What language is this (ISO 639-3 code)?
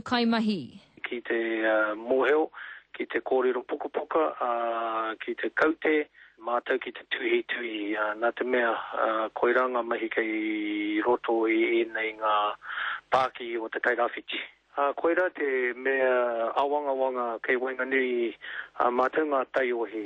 mri